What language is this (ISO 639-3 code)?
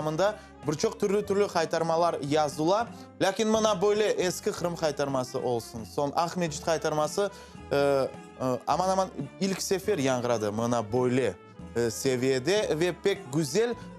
crh